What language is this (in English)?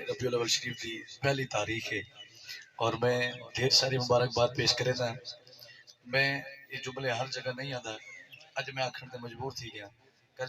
Saraiki